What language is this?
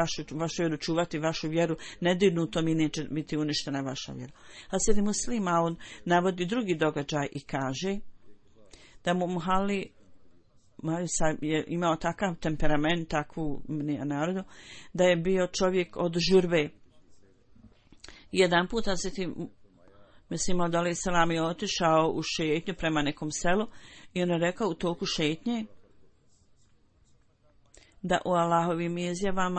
Bosnian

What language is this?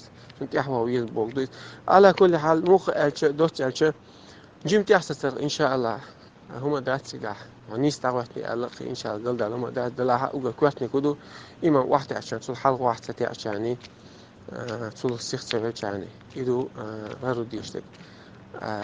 Chechen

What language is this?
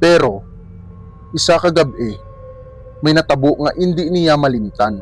Hiligaynon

